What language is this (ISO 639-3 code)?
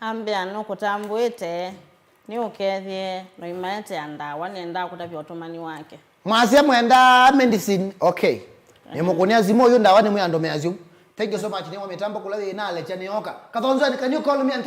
kam